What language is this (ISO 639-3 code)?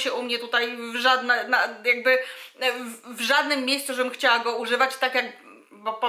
pol